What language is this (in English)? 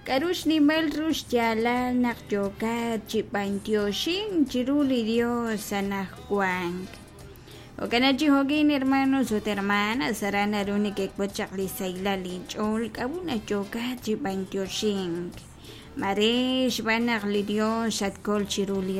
Kekchí